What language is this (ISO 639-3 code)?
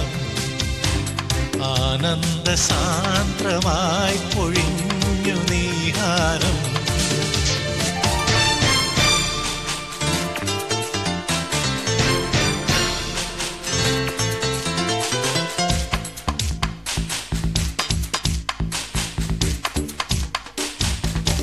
mal